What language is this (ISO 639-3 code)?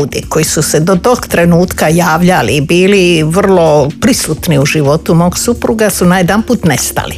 hrv